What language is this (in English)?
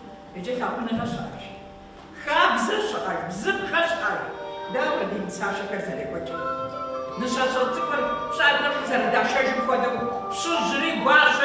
Kabardian